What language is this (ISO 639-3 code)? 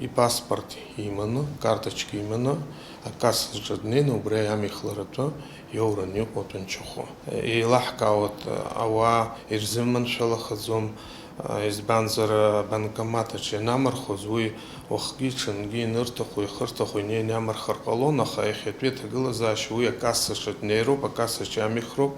abk